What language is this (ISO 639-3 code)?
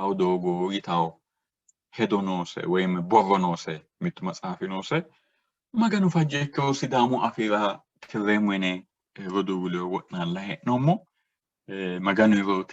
sid